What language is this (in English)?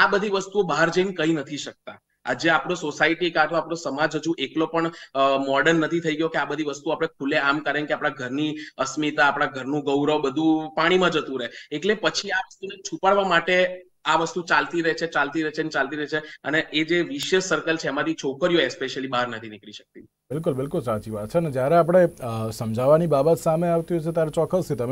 Gujarati